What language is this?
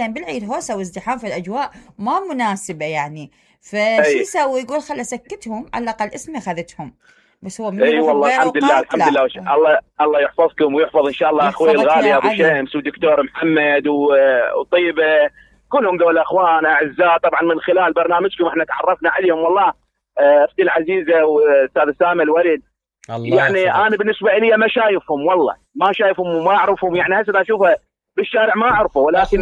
Mesopotamian Arabic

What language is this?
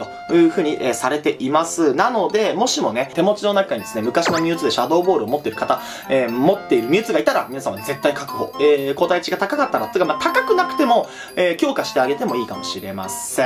Japanese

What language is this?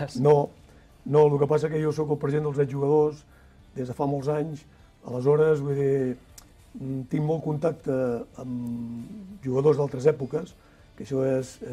Catalan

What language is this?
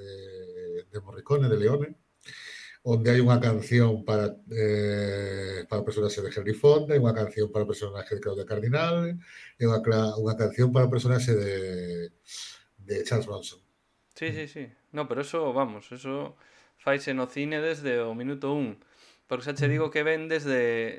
Galician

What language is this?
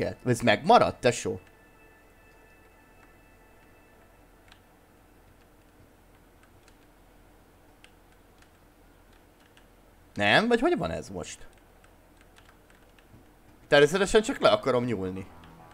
Hungarian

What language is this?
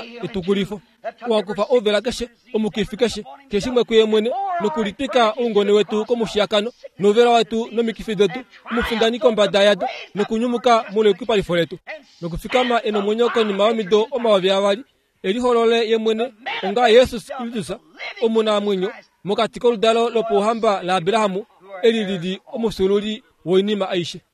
Kuanyama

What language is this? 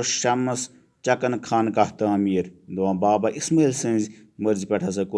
Kashmiri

